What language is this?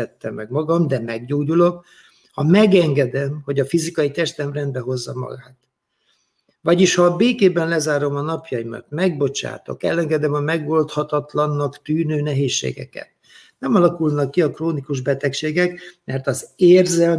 Hungarian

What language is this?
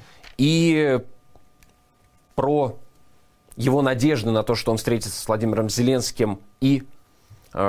Russian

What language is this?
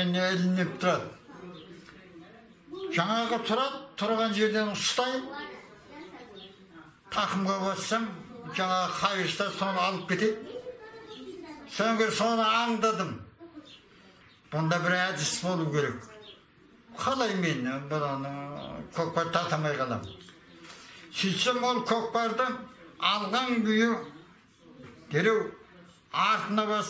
Kazakh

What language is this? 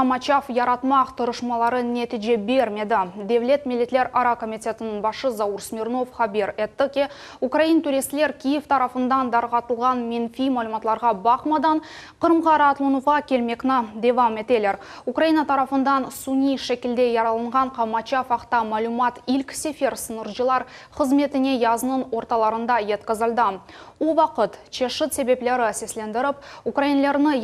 Crimean Tatar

